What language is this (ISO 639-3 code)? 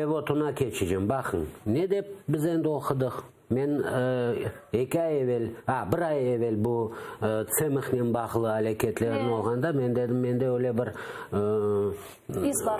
crh